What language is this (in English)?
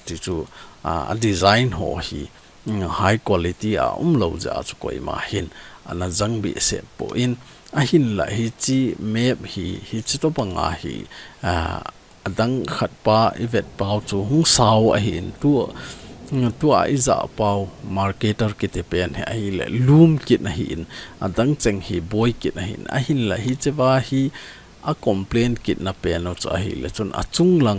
Thado Chin